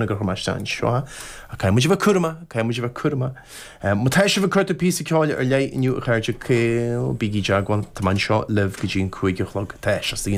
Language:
Irish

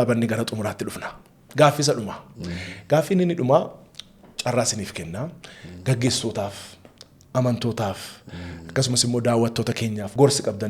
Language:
Oromo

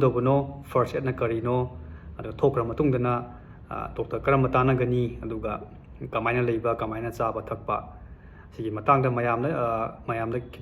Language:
Manipuri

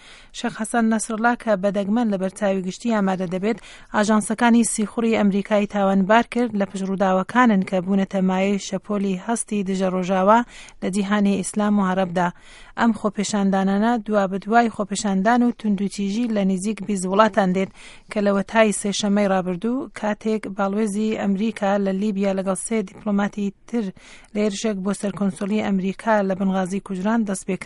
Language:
Central Kurdish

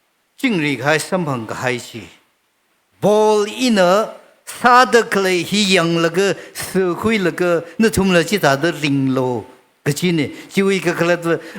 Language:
Tangkhul Naga (India)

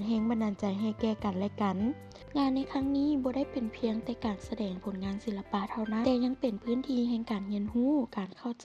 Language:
Lao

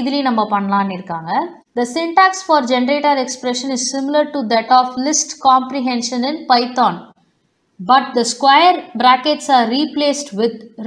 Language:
Tamil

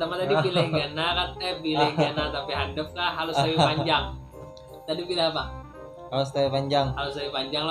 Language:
Banjar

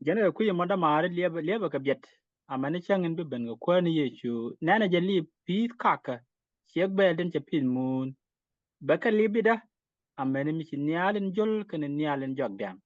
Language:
Nuer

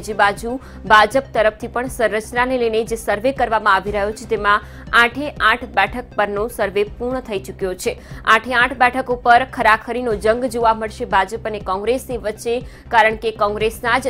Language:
Gujarati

